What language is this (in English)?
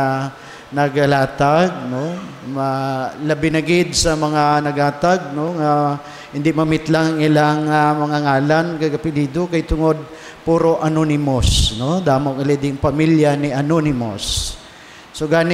Hiligaynon